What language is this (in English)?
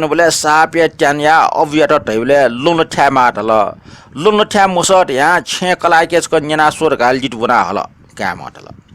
Newari